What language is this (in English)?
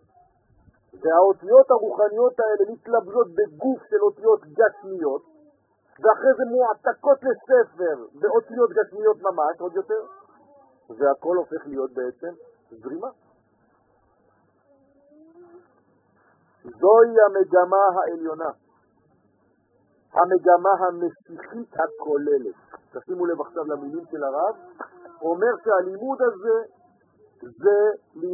Hebrew